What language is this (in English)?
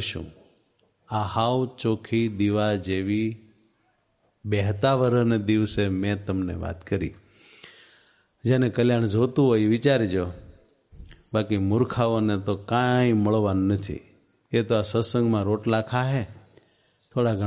Gujarati